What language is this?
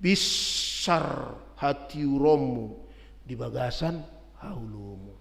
Batak Toba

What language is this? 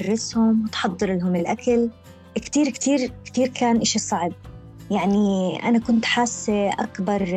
North Levantine Arabic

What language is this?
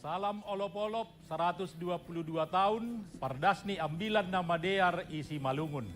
Batak Simalungun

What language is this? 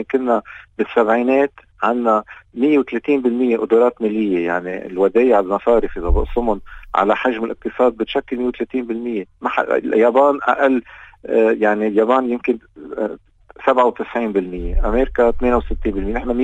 North Levantine Arabic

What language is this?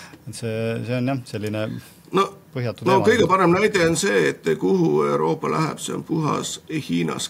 Estonian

